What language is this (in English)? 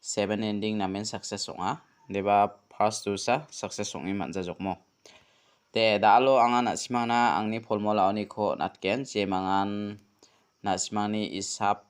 Garo